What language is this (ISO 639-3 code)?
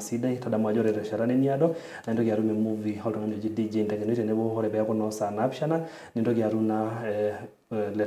mas